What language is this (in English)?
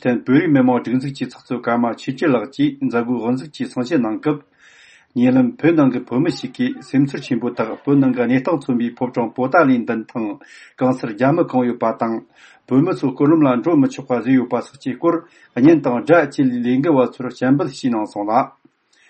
Tibetan